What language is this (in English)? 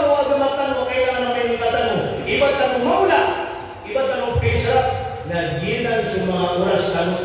Maranao